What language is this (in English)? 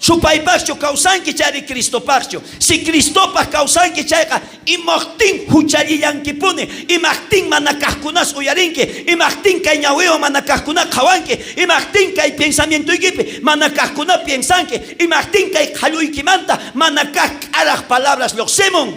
South Bolivian Quechua